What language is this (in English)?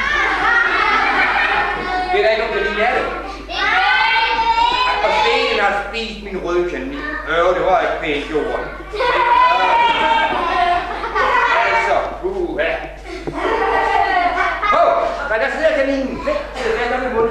Danish